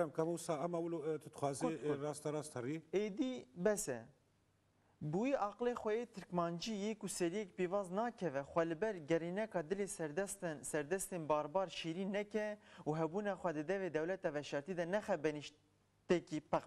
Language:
Kurdish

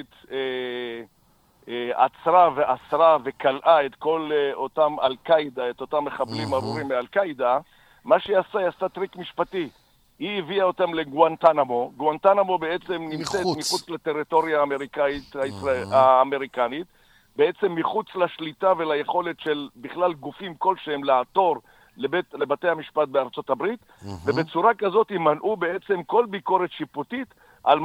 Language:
Hebrew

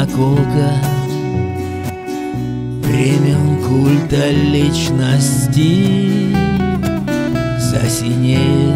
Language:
Russian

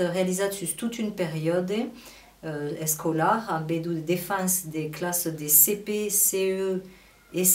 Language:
Occitan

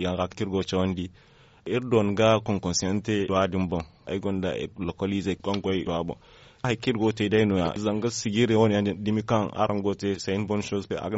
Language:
Zarma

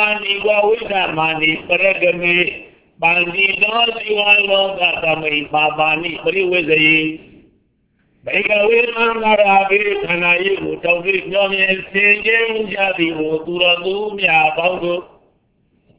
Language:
Burmese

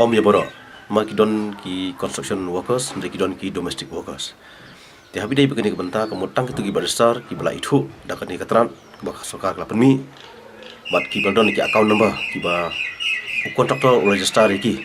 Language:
Khasi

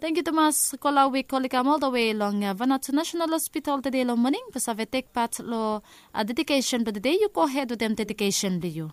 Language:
Bislama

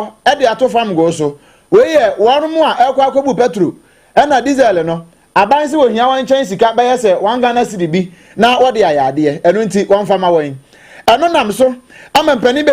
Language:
Akan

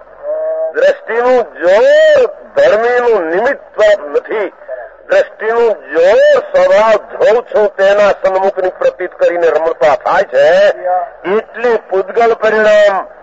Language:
Gujarati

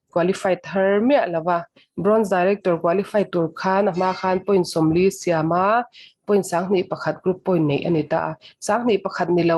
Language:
Mizo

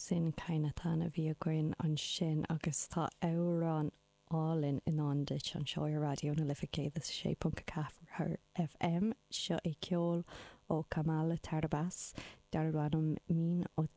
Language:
Irish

